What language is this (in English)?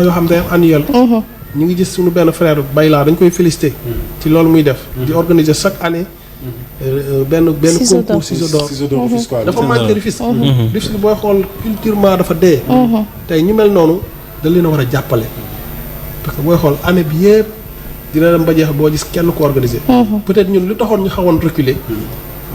Wolof